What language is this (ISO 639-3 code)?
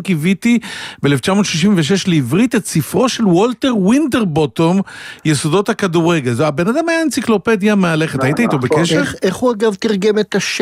heb